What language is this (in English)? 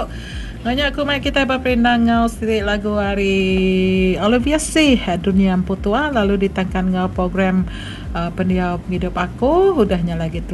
Iban